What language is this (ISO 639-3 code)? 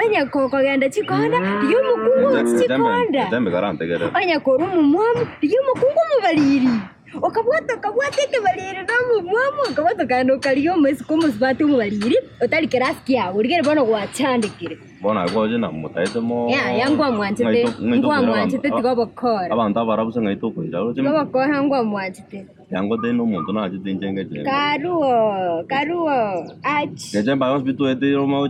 guz